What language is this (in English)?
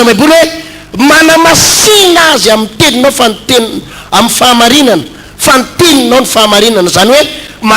Malagasy